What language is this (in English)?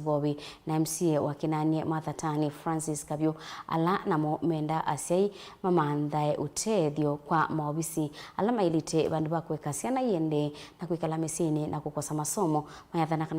Kamba